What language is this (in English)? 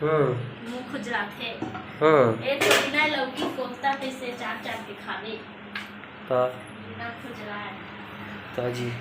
Chhattisgarhi